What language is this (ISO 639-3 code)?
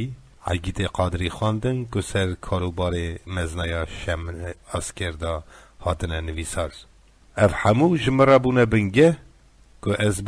kur